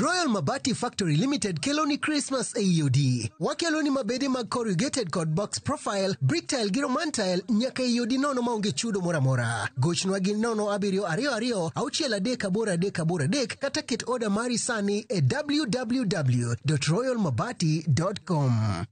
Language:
Luo (Kenya and Tanzania)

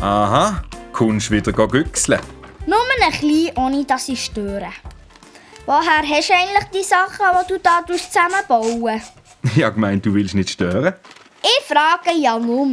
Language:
Swiss German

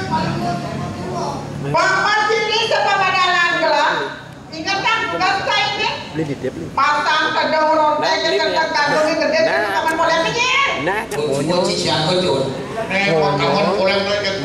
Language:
Indonesian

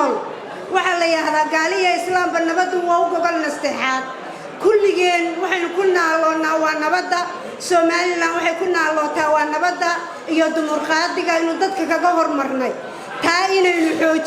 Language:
Somali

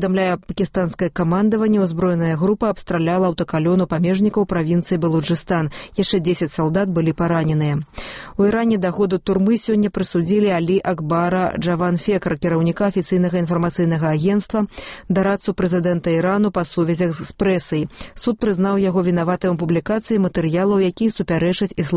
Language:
Belarusian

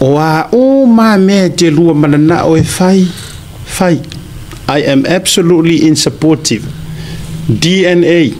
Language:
Samoan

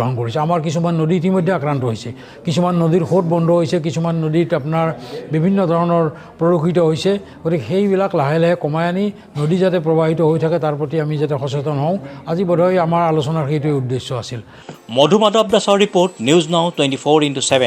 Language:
Assamese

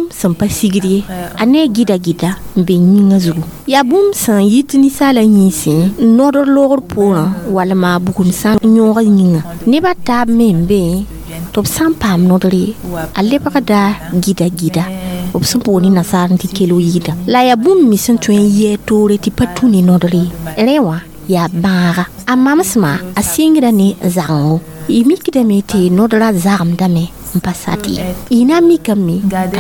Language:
Mossi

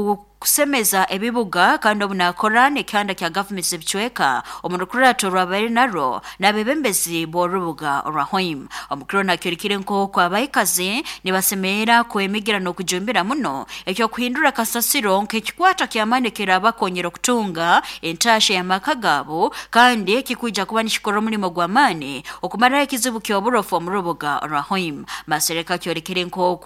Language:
Nyoro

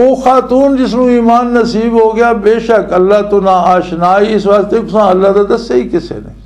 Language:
Western Panjabi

